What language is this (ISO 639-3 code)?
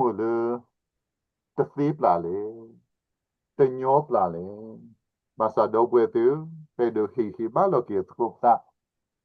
ksw